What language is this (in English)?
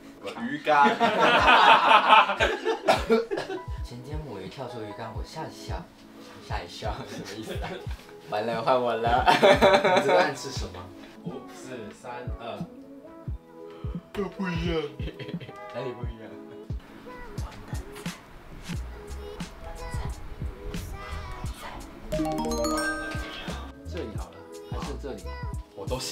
Chinese